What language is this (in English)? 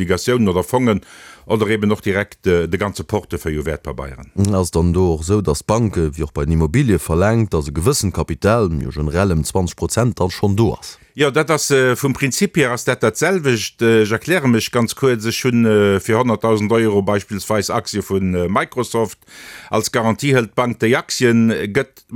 Luxembourgish